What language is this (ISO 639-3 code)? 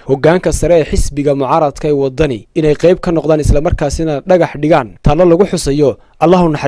som